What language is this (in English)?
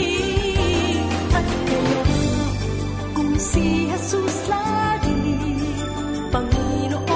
Filipino